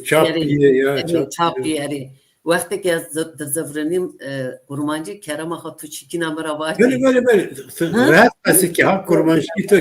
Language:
Zaza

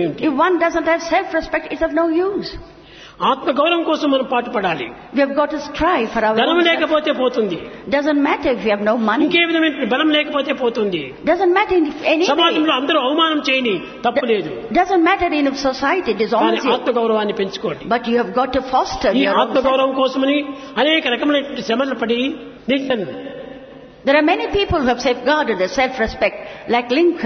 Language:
Telugu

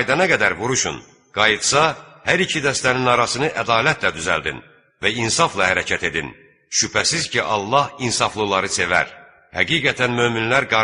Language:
Azerbaijani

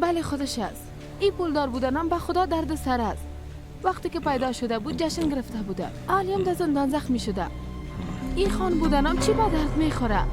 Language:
Persian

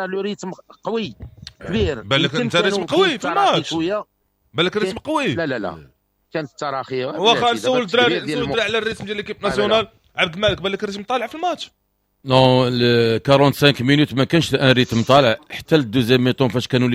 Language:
Moroccan Arabic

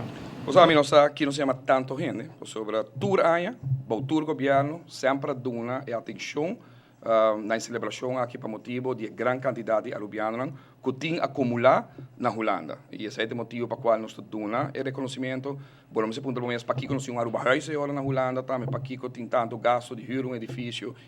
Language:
Papiamento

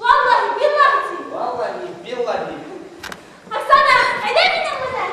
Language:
Bashkir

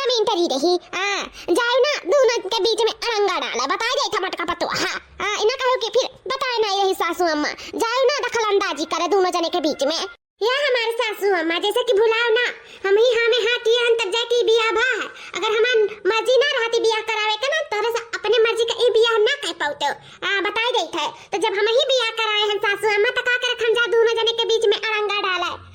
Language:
Awadhi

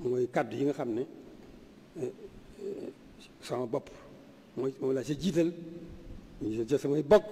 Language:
Wolof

